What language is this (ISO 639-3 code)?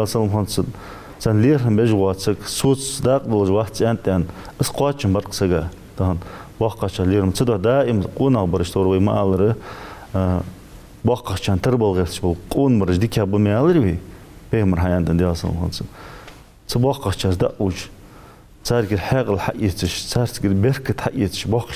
inh